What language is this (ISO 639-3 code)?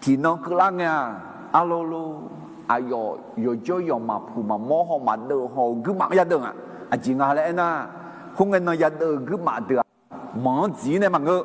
ahk